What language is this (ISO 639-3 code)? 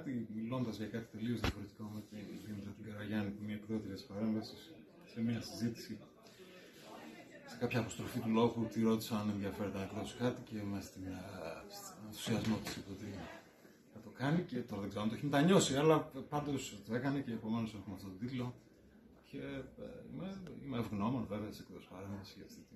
ell